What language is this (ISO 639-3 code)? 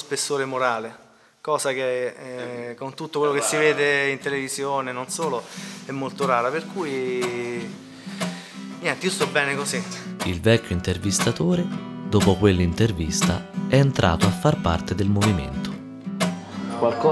ita